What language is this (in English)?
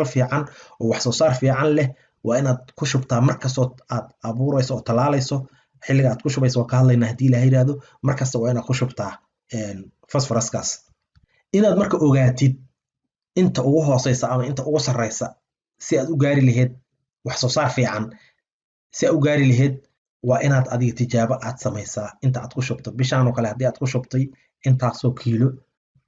Somali